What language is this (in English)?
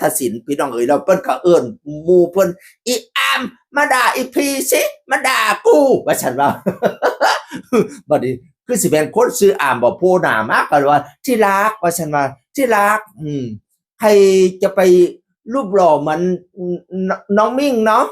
Northeastern Thai